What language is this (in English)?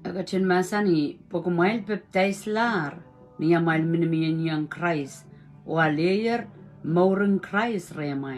Pohnpeian